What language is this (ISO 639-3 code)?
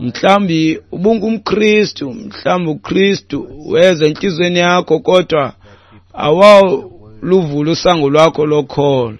xho